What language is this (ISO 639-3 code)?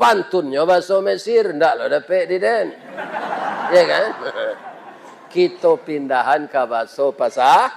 min